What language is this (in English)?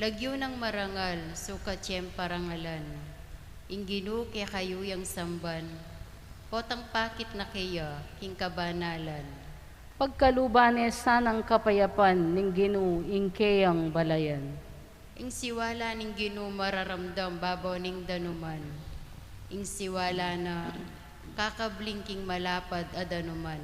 Pampanga